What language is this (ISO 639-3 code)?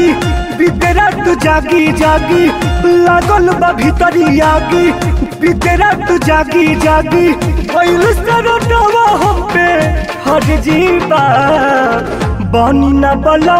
bho